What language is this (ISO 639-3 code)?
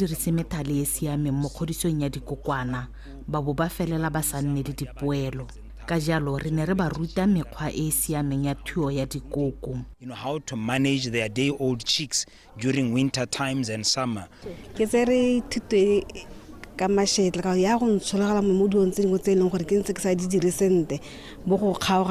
tsn